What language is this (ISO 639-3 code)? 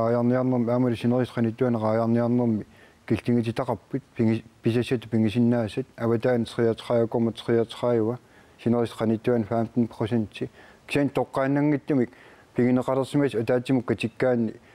kal